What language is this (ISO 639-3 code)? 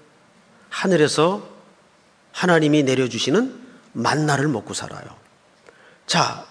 kor